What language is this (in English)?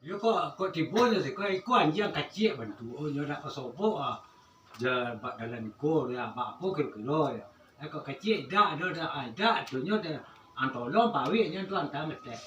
Minangkabau